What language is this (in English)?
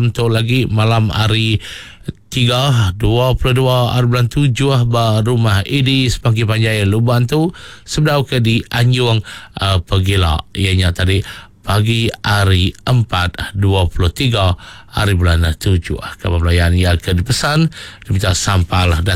Iban